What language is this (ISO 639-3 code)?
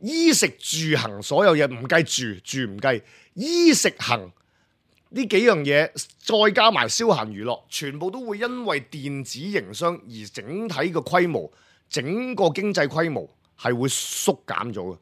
yue